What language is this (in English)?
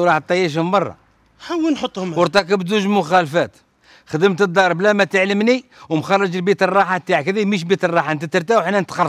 Algerian Arabic